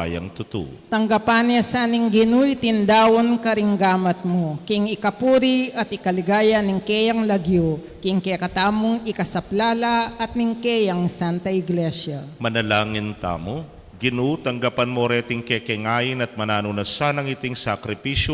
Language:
Pampanga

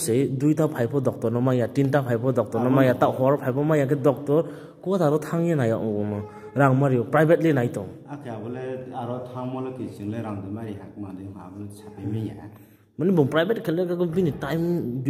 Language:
Riang (India)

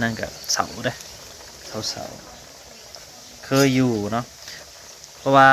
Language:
Northeastern Thai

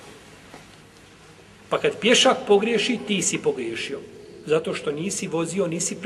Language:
Bosnian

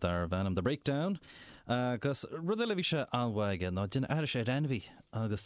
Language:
Irish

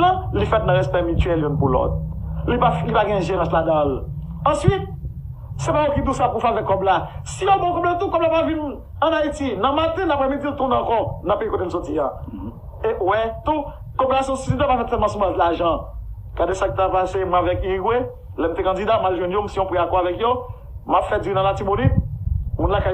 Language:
Haitian Creole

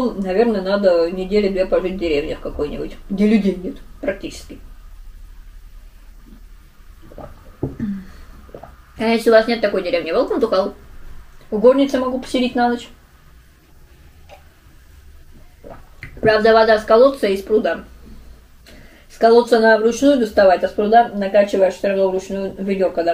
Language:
Russian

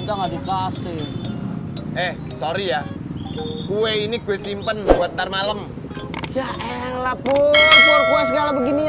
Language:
Betawi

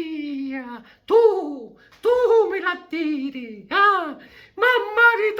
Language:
Sicilian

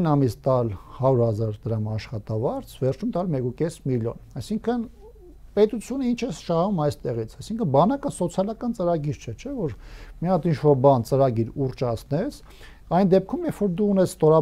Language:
Armenian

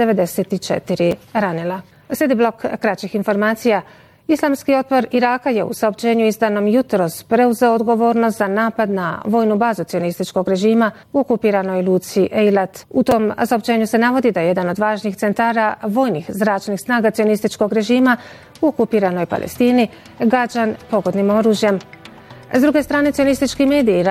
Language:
Bosnian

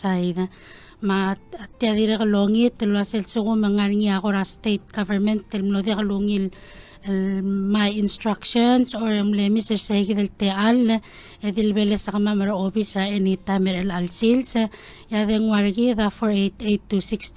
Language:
Palauan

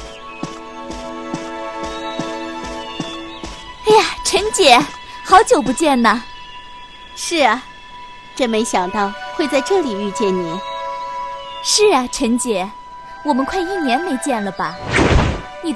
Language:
Chinese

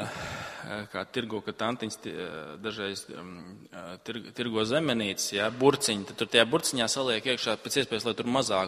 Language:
Latvian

